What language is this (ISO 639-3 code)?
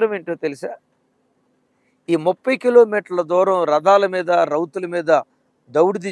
tel